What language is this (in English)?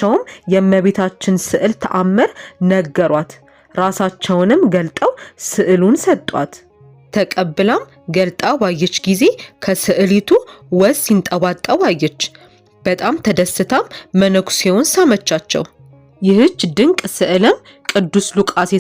Amharic